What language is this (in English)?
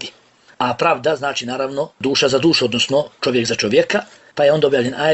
Bosnian